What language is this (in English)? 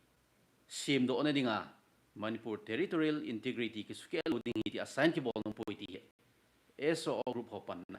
Thado Chin